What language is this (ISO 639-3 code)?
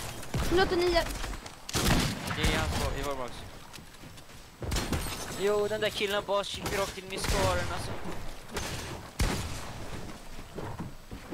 swe